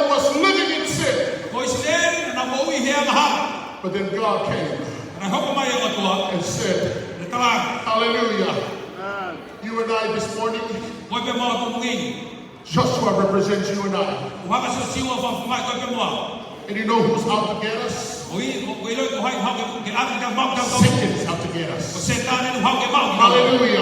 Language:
Tongan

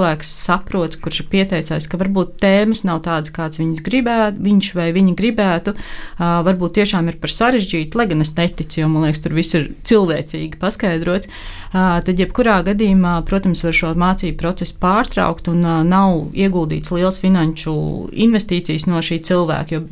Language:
Latvian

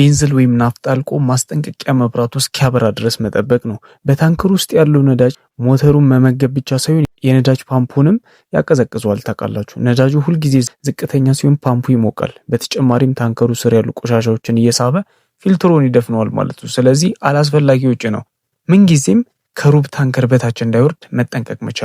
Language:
Amharic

